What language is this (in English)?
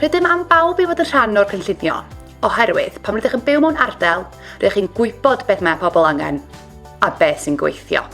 Welsh